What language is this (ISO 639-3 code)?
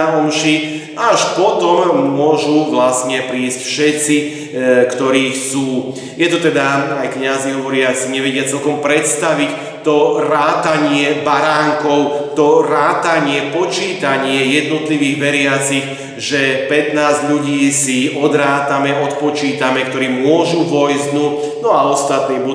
slk